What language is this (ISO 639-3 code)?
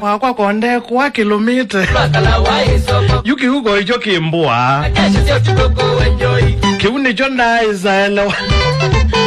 swa